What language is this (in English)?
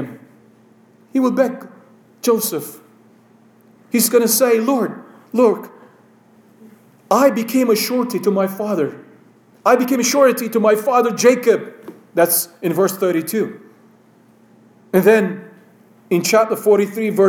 English